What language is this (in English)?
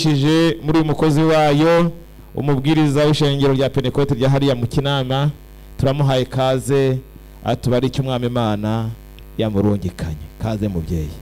Rundi